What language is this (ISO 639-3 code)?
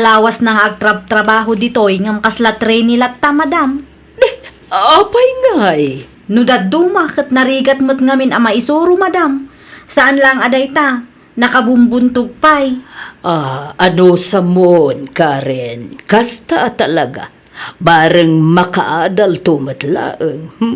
ilo